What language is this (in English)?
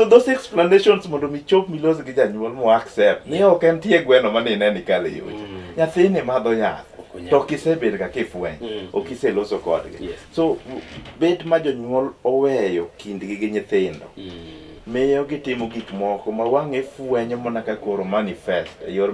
Luo (Kenya and Tanzania)